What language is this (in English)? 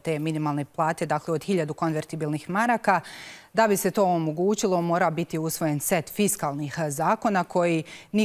Bosnian